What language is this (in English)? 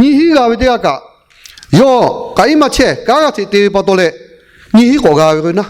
Lahu